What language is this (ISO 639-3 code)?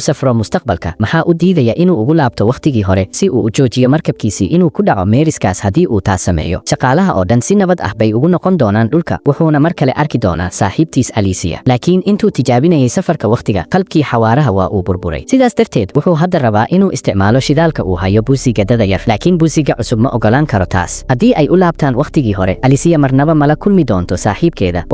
som